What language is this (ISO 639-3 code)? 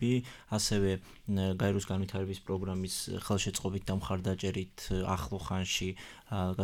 kat